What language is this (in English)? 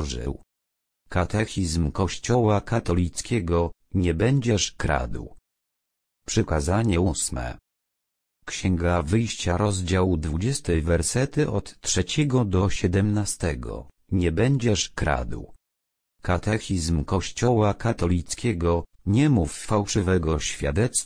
Polish